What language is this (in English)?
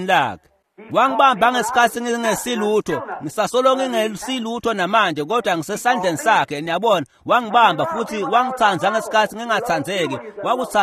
Swati